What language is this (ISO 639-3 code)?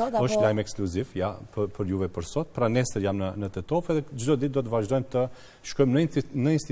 sqi